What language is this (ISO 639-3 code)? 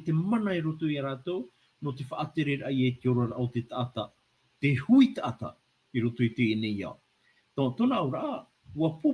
tah